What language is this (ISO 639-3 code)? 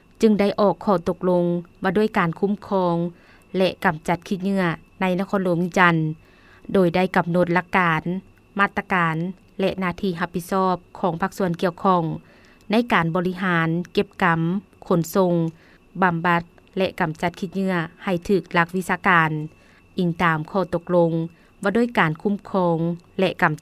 lao